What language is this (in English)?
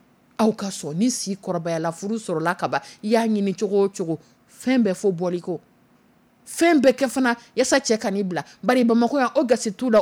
Dyula